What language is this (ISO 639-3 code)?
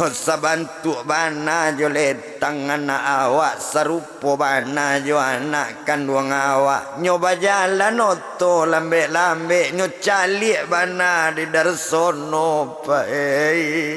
min